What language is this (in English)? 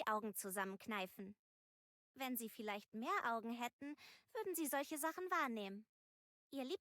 Bavarian